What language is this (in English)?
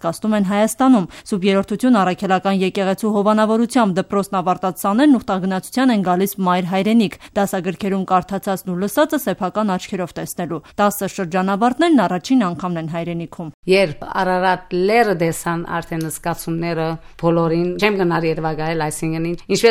Armenian